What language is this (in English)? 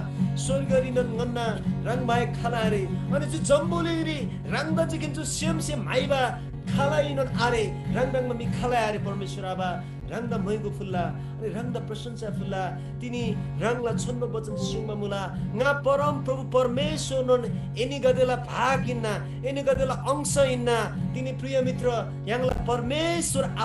Eastern Tamang